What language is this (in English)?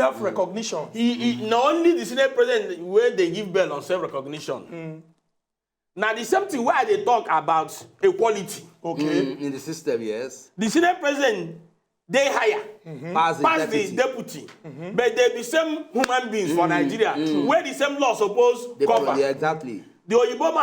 Nigerian Pidgin